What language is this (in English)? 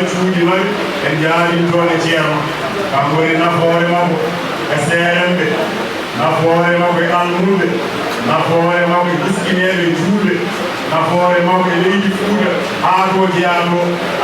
Fula